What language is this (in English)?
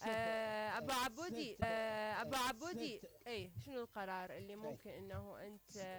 Mesopotamian Arabic